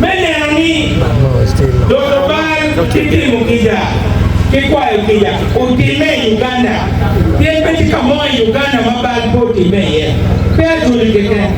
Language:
Acoli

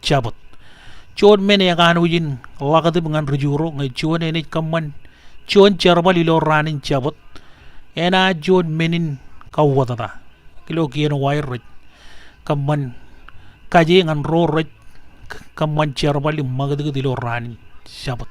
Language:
Marshallese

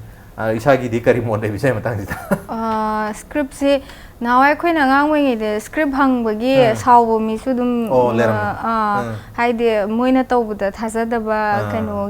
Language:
Manipuri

